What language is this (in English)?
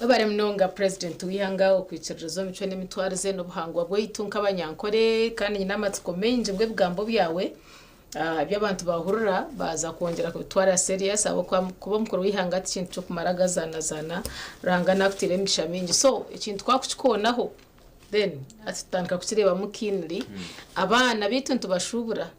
Nyankole